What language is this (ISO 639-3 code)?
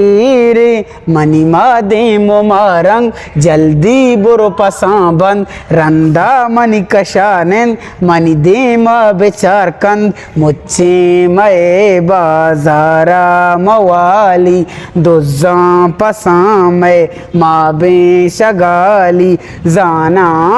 bgp